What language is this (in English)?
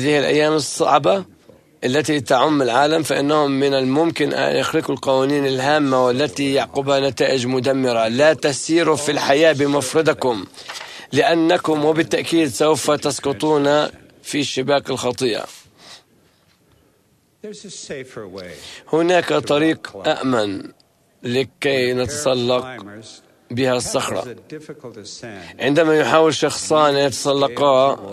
Arabic